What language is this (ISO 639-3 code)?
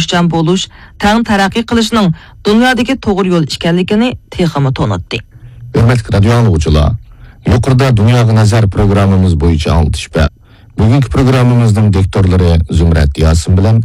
uig